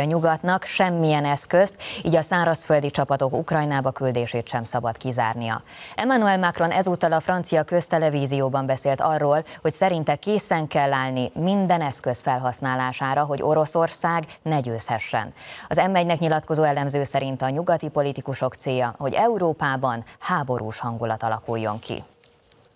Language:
Hungarian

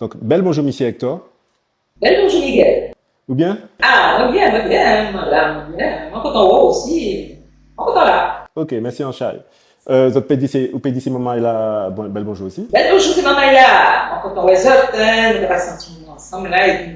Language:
Guadeloupean Creole French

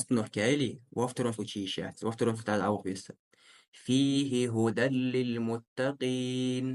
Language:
Ingush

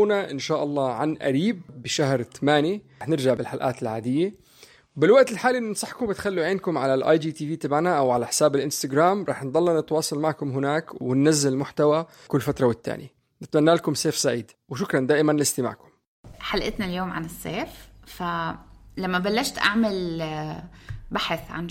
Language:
North Levantine Arabic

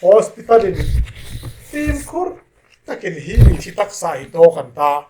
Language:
Hmar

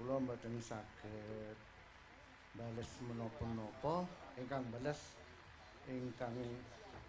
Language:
Javanese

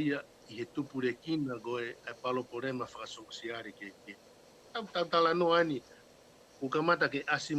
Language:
Tongan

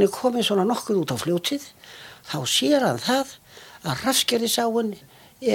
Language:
Icelandic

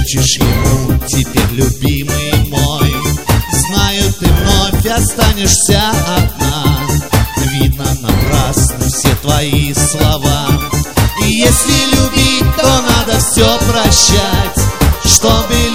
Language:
Russian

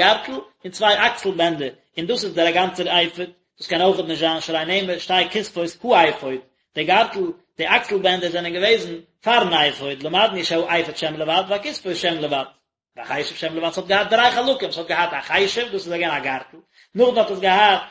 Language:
Yiddish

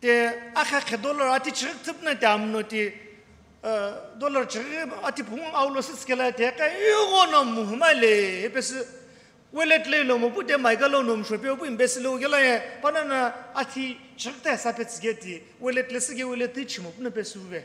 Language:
Sumi Naga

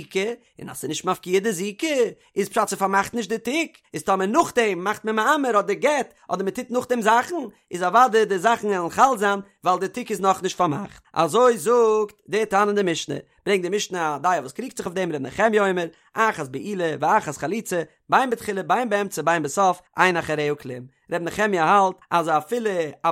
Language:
Yiddish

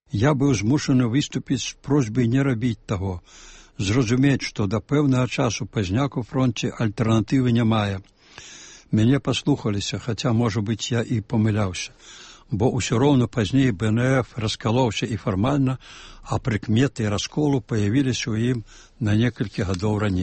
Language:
Belarusian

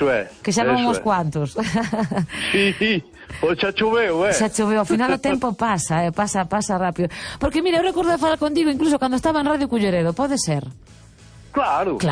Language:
Galician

